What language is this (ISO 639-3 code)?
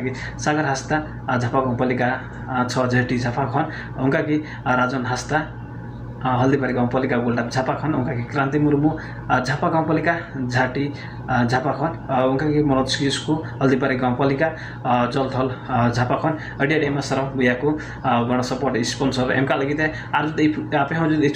sat